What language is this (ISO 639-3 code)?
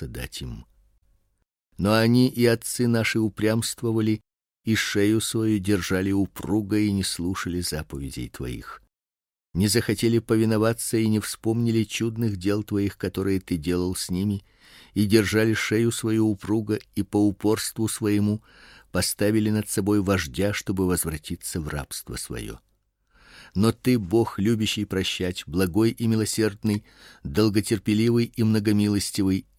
rus